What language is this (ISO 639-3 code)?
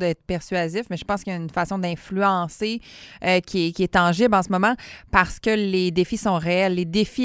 fra